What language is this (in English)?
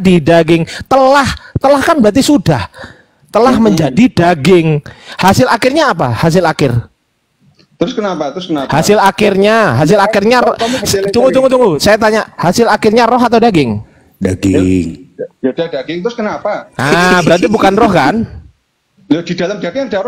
Indonesian